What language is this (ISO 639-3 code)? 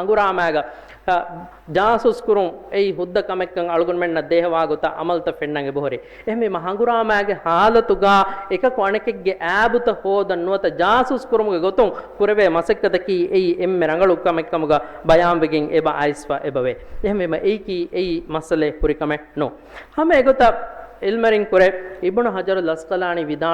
div